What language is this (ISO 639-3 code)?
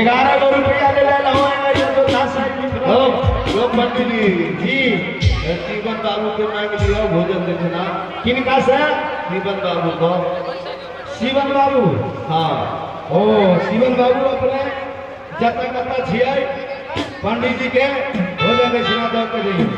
mai